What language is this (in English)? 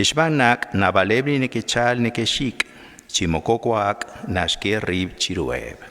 Kekchí